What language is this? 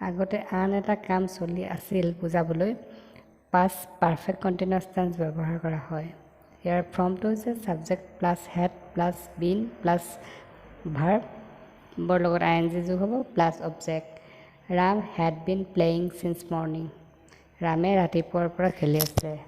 Assamese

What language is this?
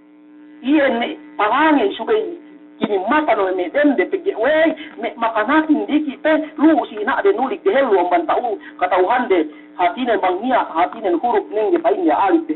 Yakan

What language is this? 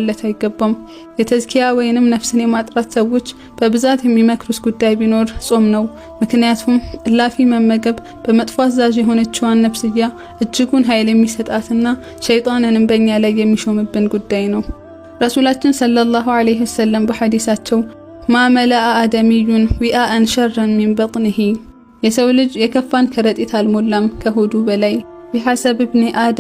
Amharic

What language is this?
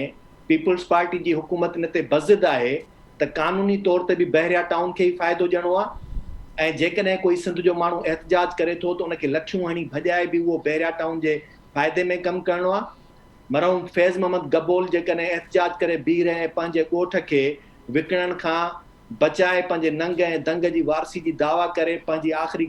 Sindhi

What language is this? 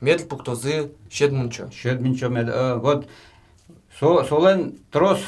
Udmurt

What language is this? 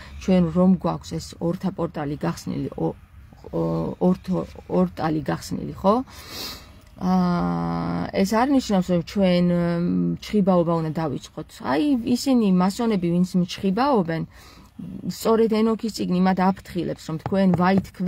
Georgian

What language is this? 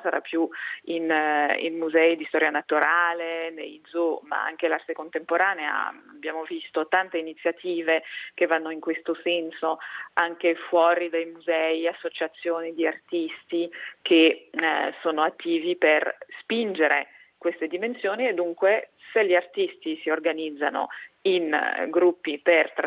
Italian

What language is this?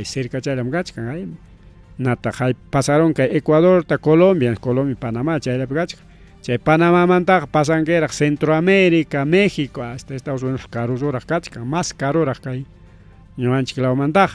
Ayacucho Quechua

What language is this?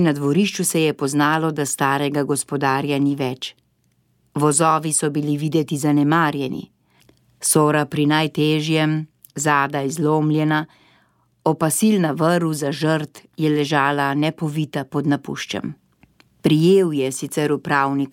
Slovenian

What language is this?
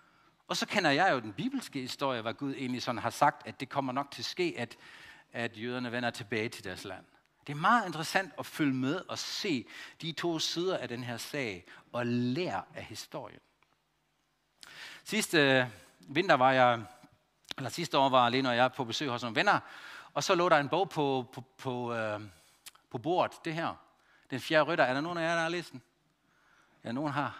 Danish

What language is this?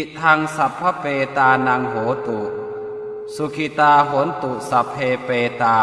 Pali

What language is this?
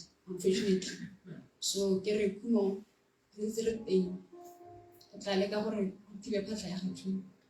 Tswana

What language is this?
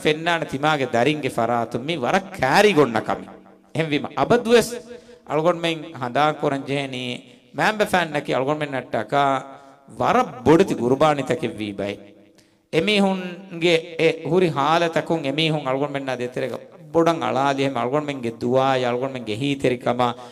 Divehi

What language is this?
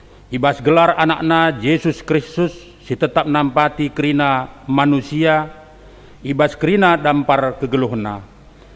Batak Karo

